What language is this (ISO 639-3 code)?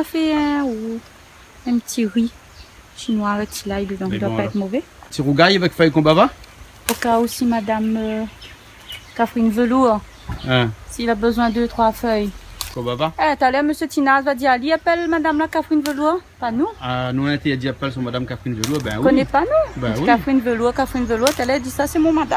rcf